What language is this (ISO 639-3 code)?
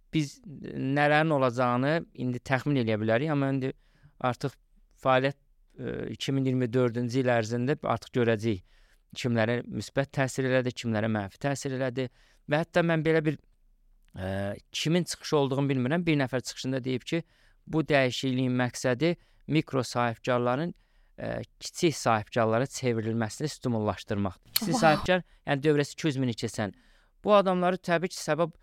aze